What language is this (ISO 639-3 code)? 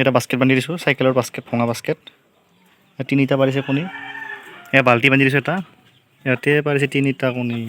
asm